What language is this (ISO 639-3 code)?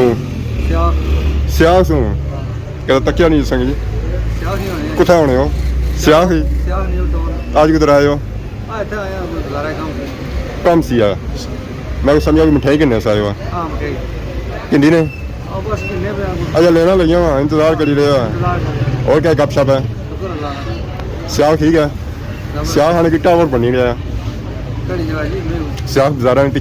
phr